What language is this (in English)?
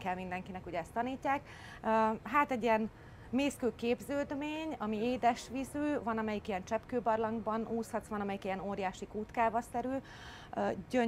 Hungarian